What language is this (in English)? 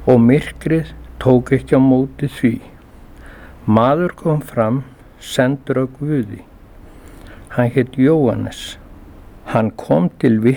Icelandic